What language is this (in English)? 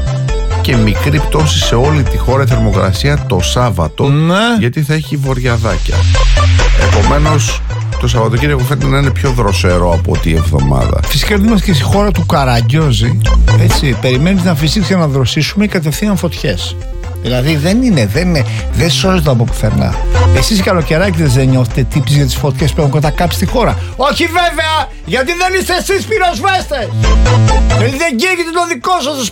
Greek